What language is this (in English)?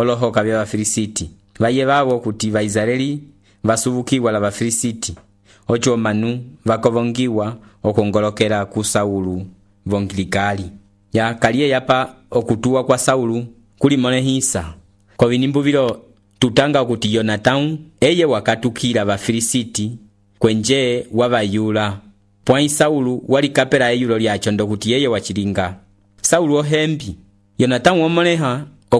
Umbundu